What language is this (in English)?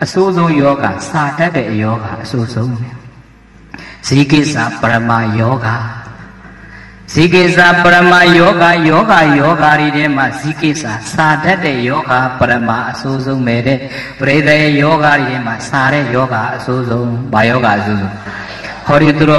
Burmese